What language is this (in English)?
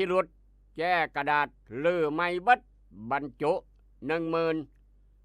Northeastern Thai